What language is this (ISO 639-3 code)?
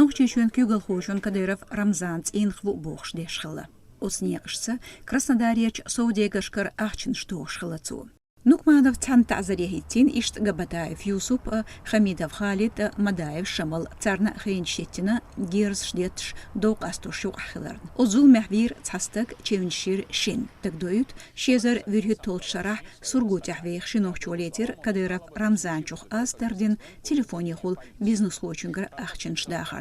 che